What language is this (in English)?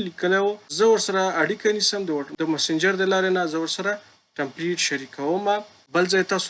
Pashto